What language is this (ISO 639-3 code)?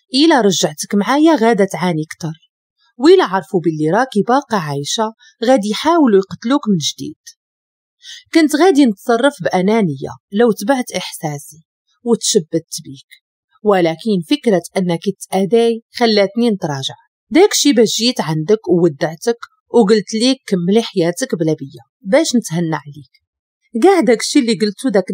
ary